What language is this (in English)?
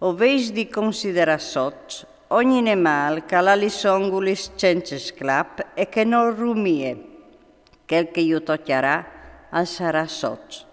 Friulian